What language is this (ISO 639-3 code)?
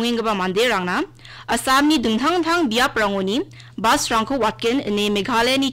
grt